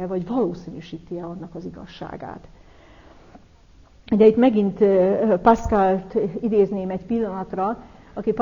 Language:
Hungarian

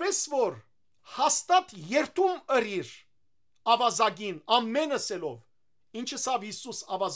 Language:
Western Armenian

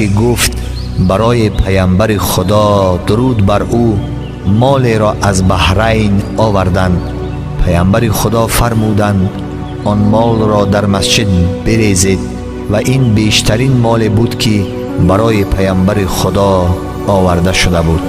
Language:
Tajik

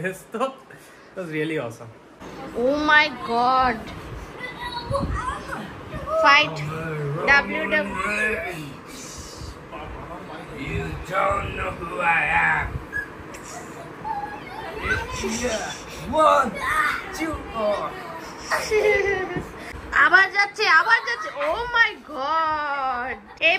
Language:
Bangla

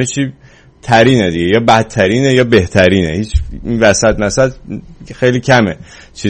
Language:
Persian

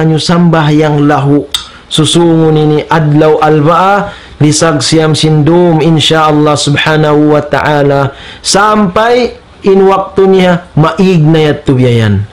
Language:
Tausug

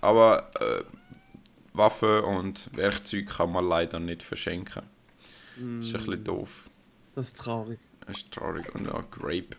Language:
Swiss German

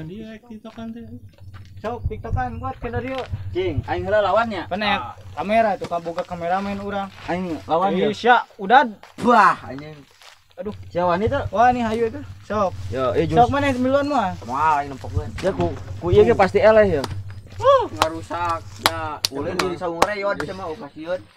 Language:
Sundanese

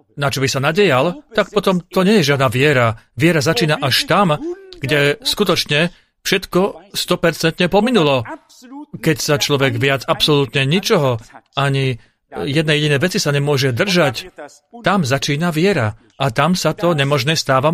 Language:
Slovak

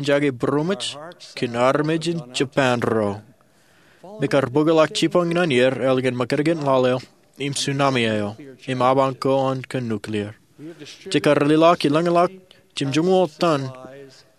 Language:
Marshallese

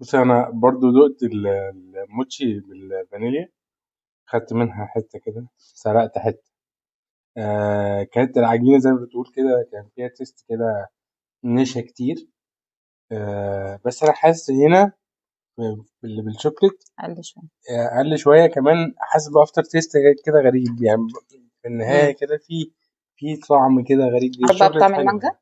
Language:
Egyptian Arabic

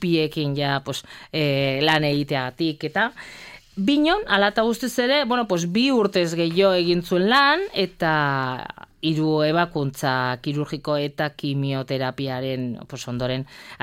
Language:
Basque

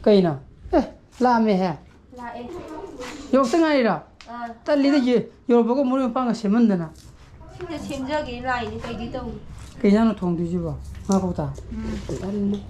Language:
Manipuri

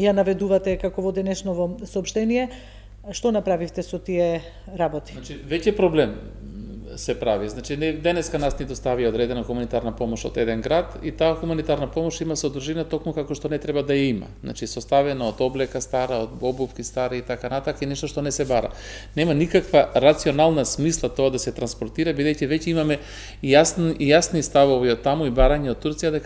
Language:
Macedonian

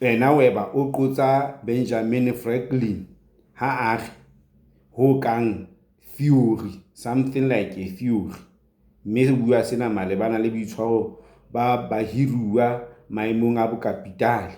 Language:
Southern Sotho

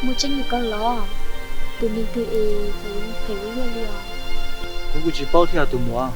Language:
Hmong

